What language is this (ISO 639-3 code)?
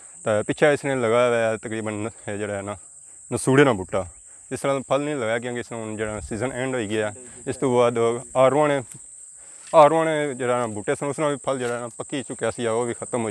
phr